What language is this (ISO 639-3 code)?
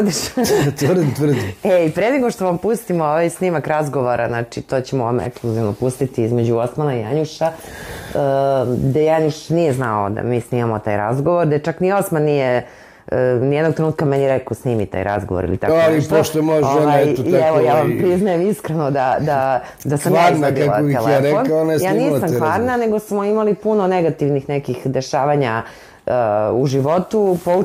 srp